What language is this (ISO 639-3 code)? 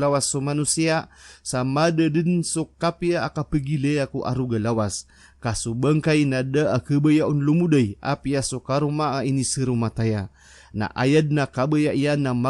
mrw